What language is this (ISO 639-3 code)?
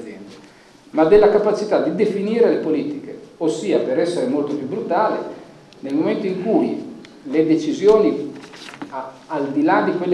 ita